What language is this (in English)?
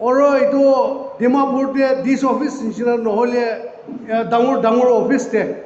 Naga Pidgin